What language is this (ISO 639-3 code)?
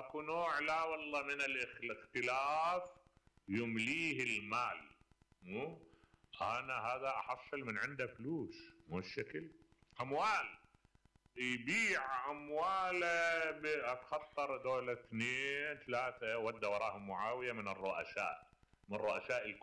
acm